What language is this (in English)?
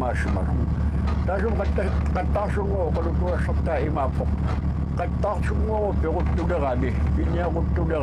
Kalaallisut